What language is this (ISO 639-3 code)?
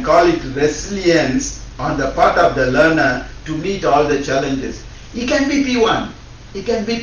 ach